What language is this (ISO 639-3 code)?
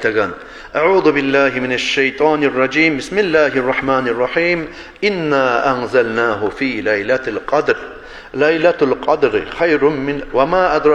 kum